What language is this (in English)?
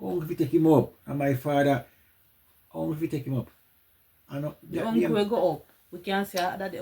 Jamaican Creole English